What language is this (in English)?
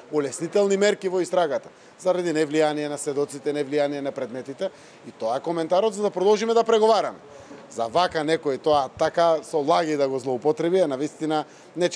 Macedonian